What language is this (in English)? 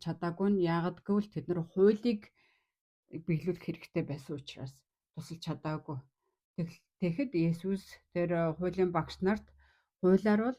Mongolian